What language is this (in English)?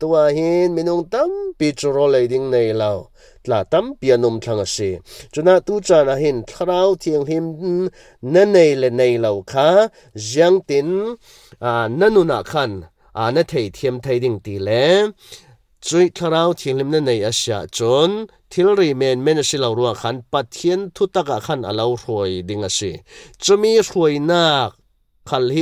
Falam Chin